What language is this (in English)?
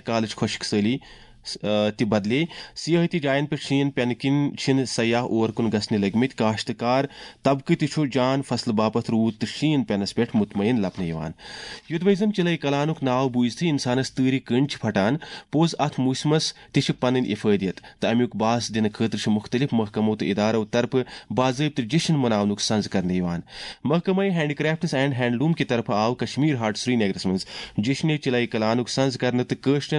Kashmiri